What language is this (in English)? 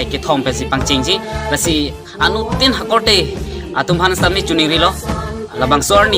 Karbi